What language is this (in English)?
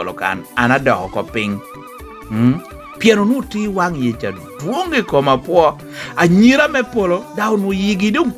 Lango (Uganda)